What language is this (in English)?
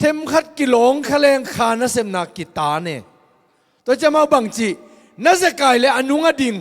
Tedim Chin